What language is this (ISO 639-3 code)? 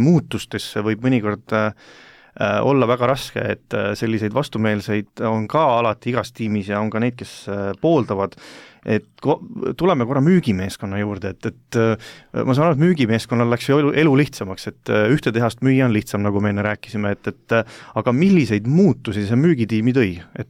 est